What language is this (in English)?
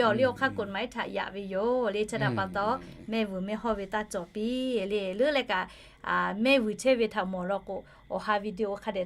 Lahu